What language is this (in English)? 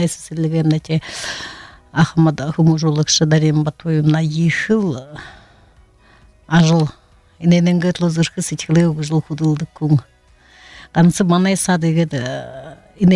Buriat